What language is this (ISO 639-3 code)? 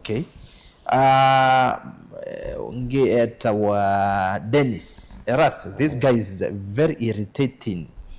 kam